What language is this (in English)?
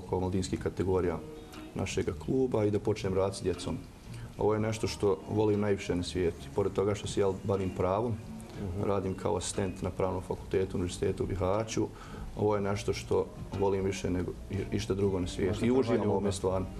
Bosnian